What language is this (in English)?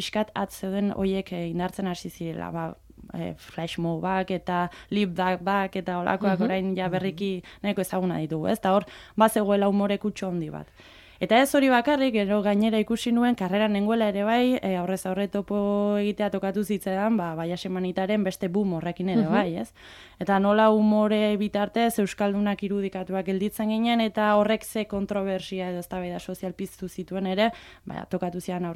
Basque